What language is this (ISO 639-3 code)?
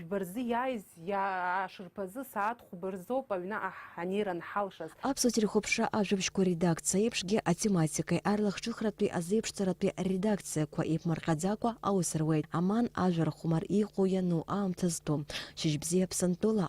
abk